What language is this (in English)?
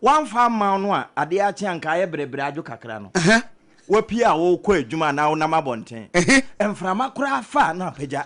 Akan